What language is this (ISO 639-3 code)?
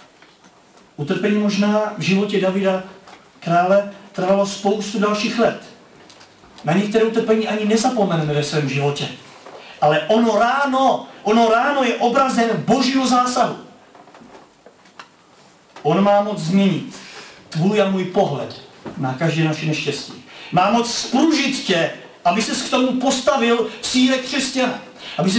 ces